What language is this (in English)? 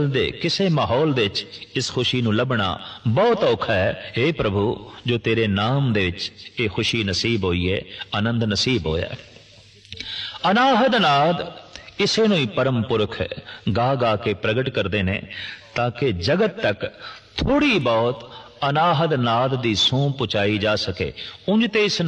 Punjabi